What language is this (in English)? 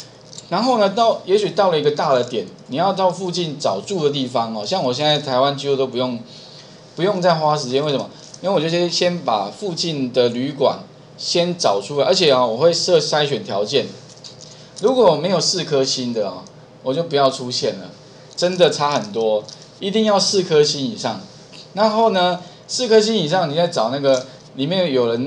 Chinese